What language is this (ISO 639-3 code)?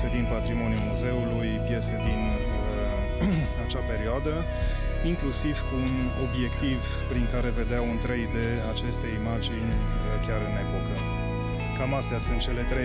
ron